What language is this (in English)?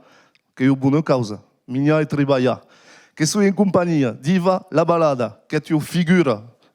Occitan